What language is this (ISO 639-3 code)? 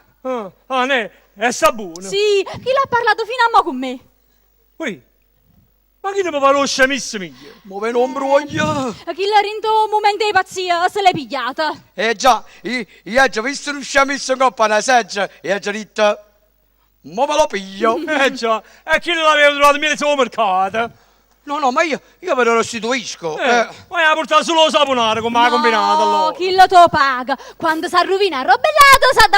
nap